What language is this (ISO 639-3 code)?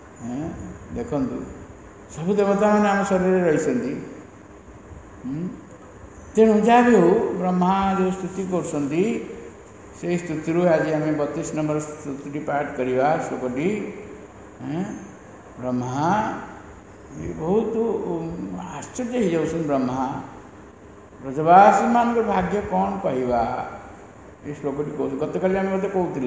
ori